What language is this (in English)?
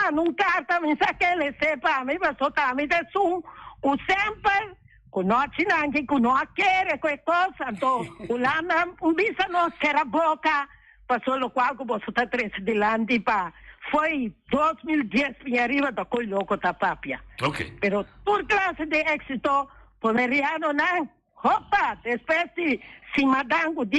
Papiamento